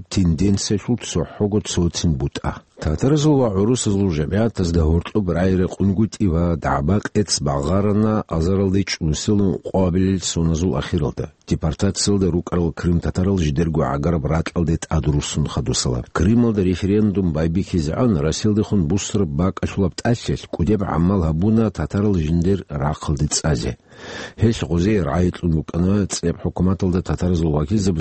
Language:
Avaric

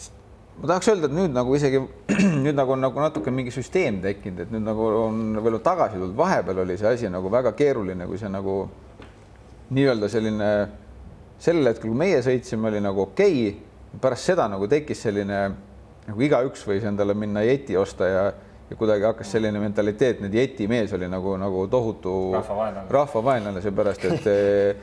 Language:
Estonian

